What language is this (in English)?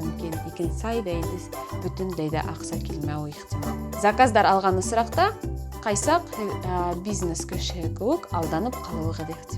Bashkir